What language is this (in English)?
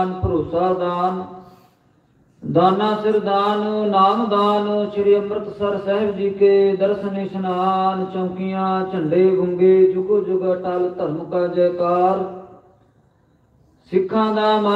Punjabi